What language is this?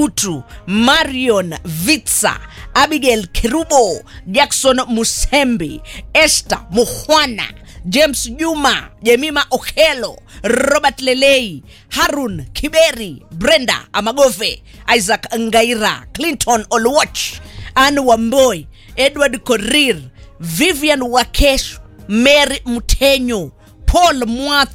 Swahili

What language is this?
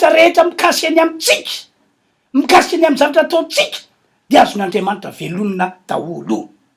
Malagasy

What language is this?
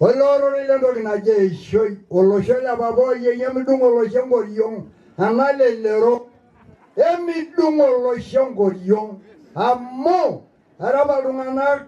Masai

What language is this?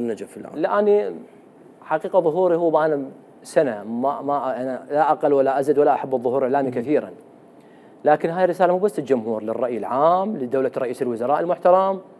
Mesopotamian Arabic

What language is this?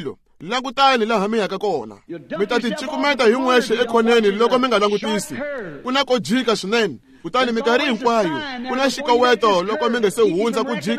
Tsonga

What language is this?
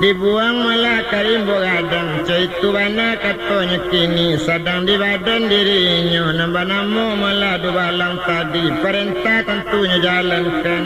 Minangkabau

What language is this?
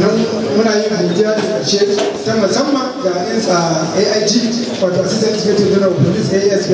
Hausa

